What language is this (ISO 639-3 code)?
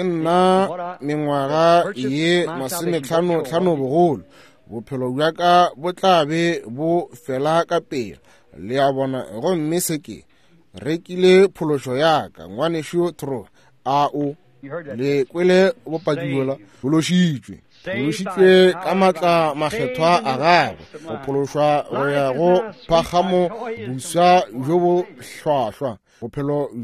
nso